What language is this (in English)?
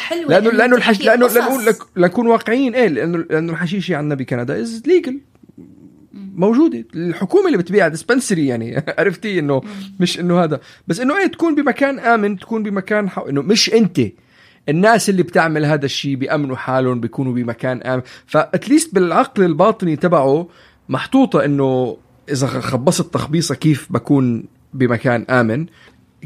North Levantine Arabic